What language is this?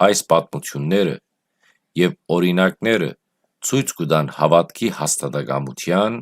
Western Armenian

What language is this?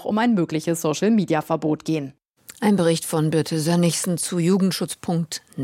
German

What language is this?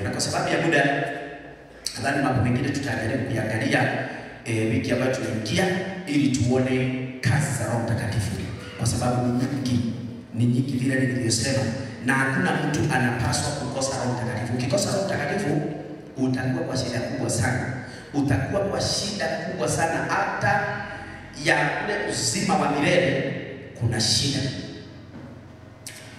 Swahili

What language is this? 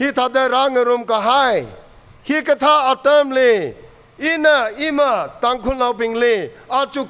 Tangkhul Naga (India)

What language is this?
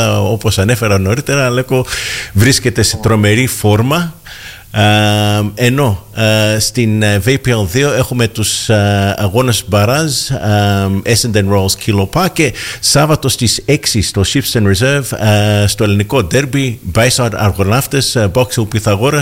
Greek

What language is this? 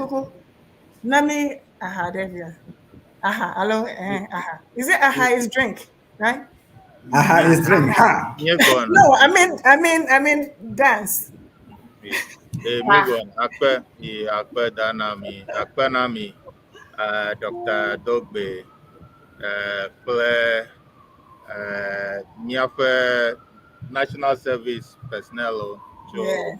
Ewe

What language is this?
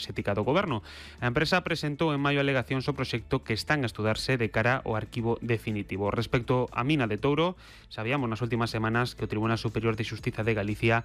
Galician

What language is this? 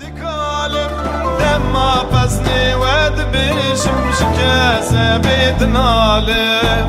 Kurdish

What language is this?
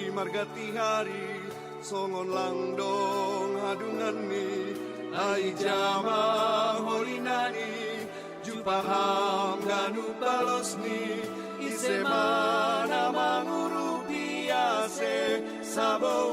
Batak Simalungun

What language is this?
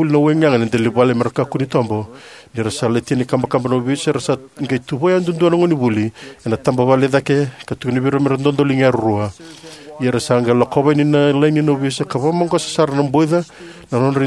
Fijian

